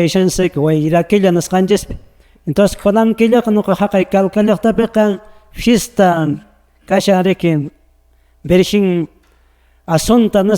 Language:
Quechua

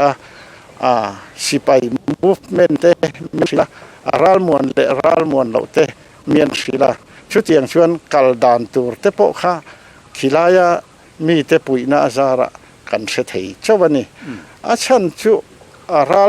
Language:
Mizo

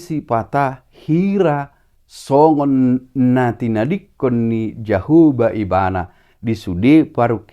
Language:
Batak Toba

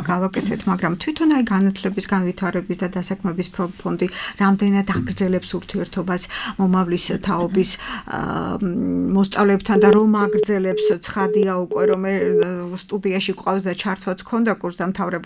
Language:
Georgian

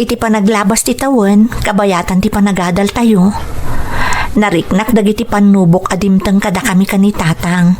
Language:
Iloko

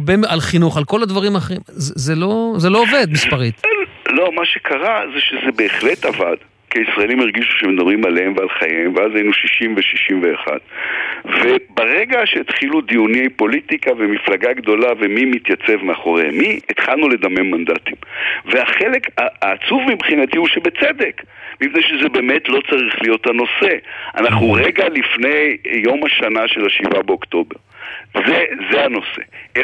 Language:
Hebrew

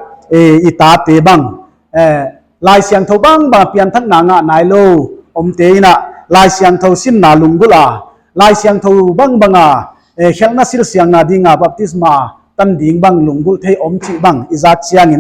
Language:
Paite Chin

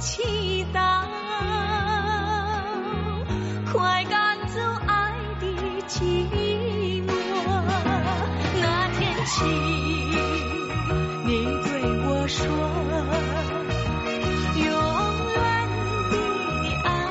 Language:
Chinese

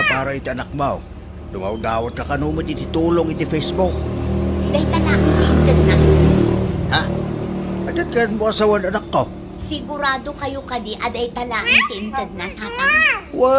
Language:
Iloko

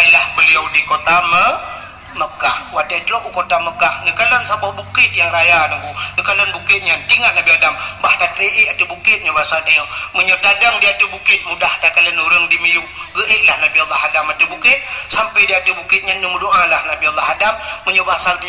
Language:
Achinese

